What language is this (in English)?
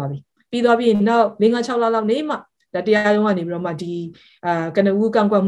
Burmese